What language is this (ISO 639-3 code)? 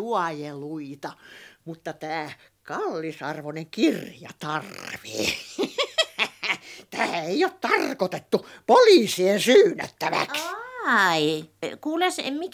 fin